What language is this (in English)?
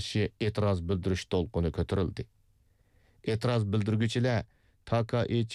Uyghur